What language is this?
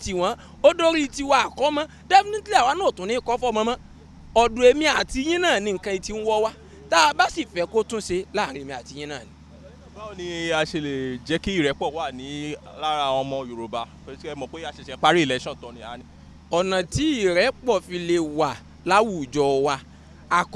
Yoruba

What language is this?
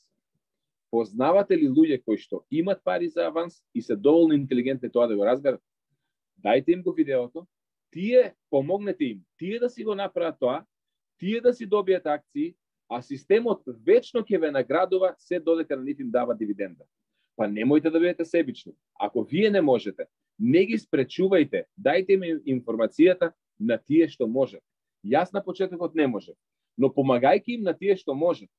Macedonian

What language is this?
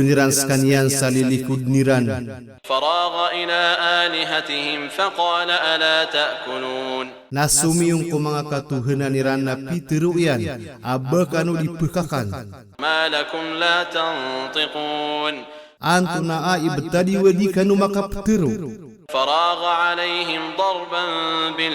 Maranao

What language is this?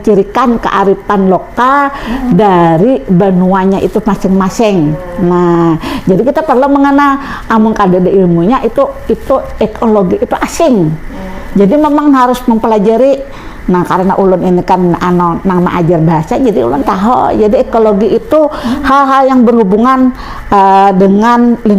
Banjar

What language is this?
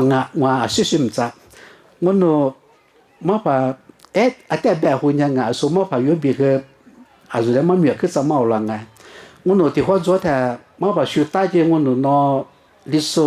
Lisu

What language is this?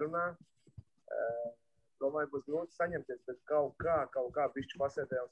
Latvian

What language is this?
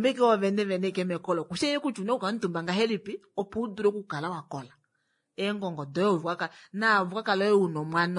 Kuanyama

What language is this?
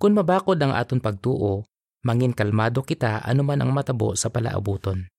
Hiligaynon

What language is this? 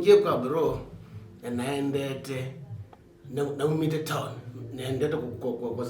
Kamba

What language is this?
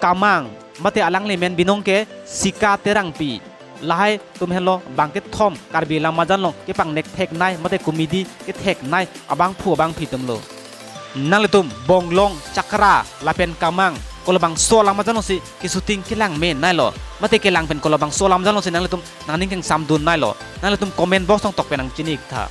Karbi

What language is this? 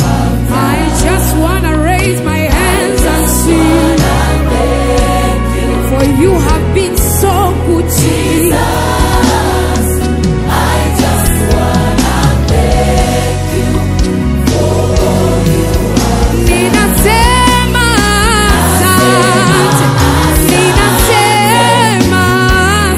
Swahili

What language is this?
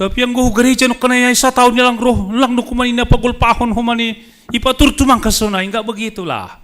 Batak Simalungun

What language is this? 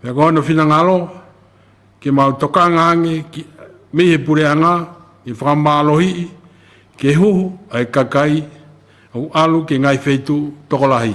Tongan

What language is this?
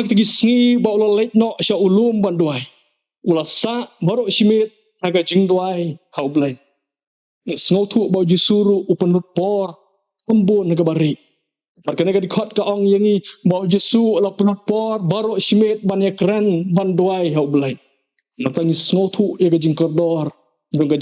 Khasi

